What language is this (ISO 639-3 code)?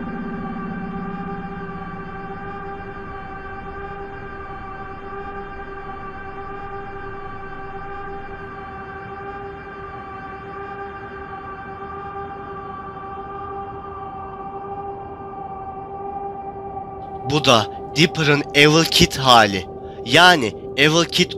tur